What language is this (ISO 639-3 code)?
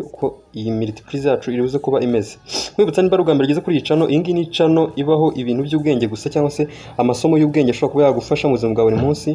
kin